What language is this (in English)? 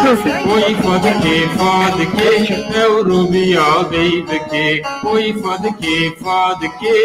Zaza